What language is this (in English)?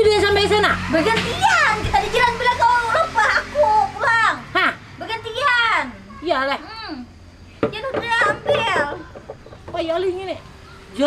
Banjar